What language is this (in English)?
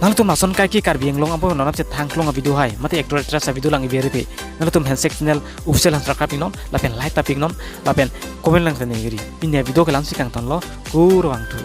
Karbi